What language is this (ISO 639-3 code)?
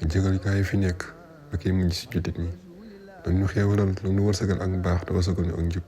wol